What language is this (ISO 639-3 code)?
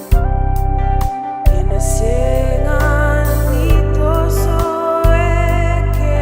fij